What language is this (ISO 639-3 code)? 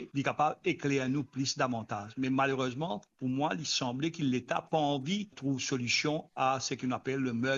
mfe